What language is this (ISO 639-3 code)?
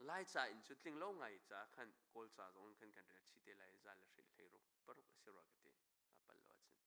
cnh